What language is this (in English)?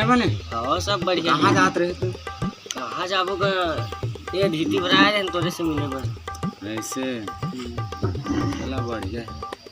Chhattisgarhi